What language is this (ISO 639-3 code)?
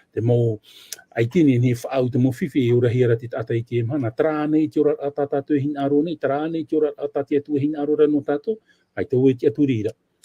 tah